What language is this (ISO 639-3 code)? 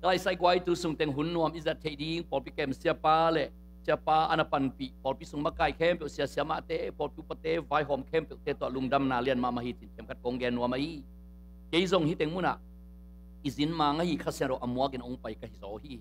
ctd